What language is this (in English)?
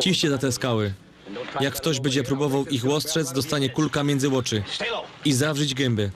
Silesian